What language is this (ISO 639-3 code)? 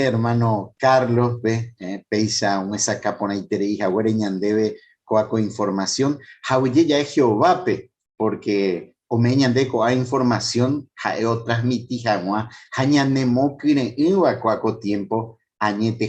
grn